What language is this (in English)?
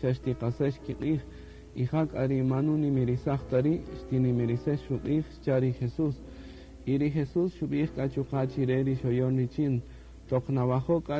Kaqchikel